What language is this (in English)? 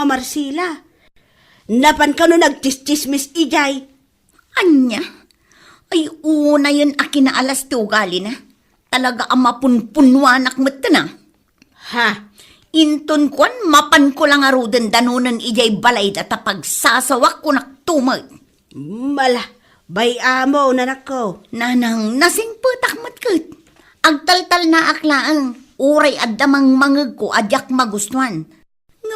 Iloko